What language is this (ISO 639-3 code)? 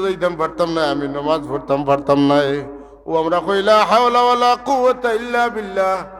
syl